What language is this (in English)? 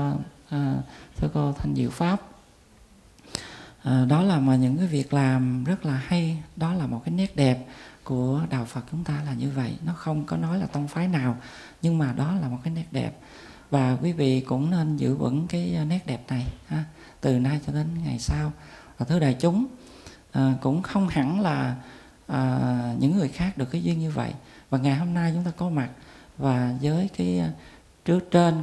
Vietnamese